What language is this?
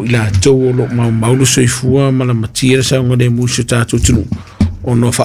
Samoan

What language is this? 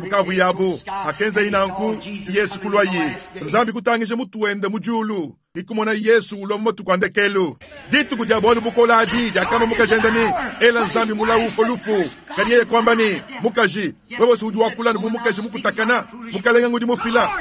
Luba-Lulua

